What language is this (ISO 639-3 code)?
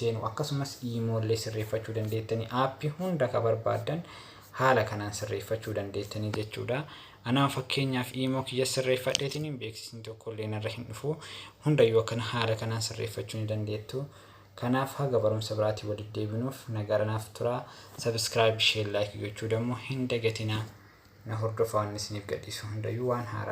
orm